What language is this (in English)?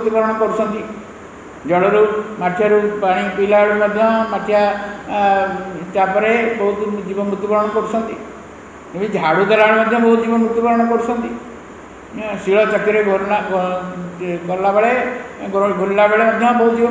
Odia